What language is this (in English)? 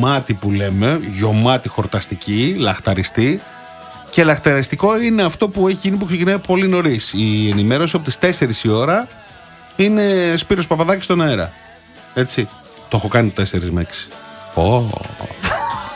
Greek